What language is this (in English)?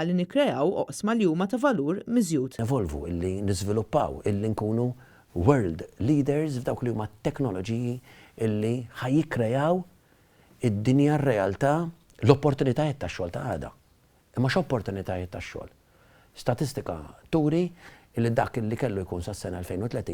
Maltese